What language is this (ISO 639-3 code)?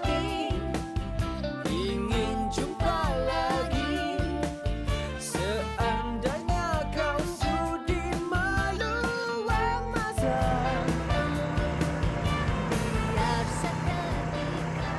msa